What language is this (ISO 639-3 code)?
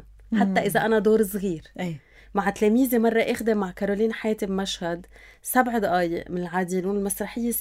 apc